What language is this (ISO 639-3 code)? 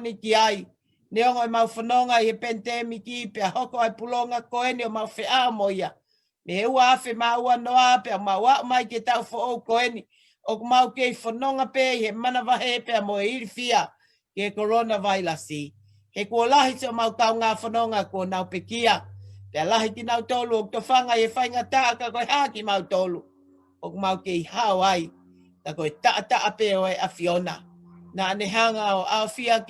ton